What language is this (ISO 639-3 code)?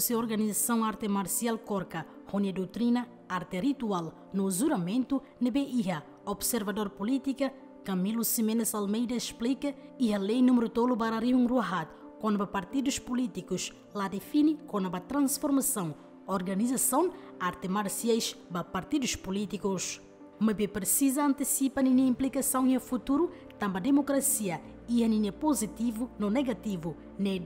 tet